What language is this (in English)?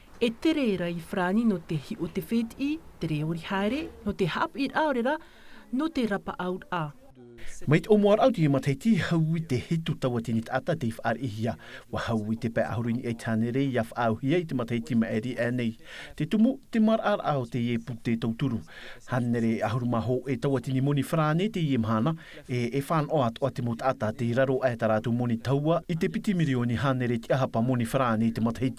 Tahitian